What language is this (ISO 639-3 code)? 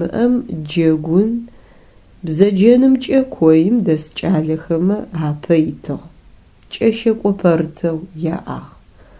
ady